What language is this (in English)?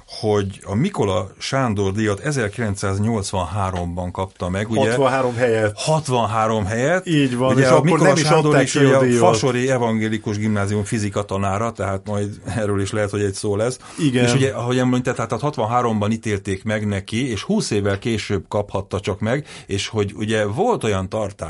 Hungarian